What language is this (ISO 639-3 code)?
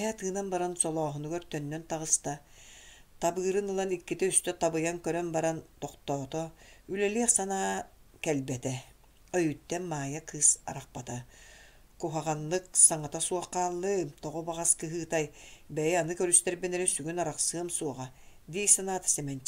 sah